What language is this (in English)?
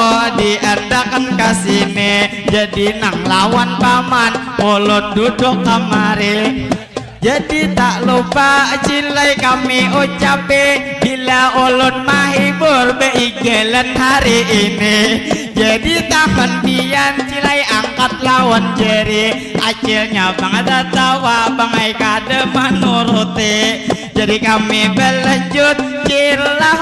Banjar